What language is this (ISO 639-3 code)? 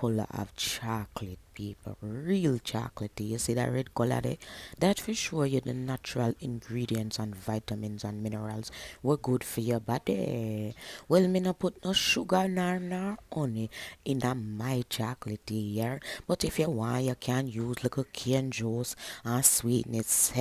jam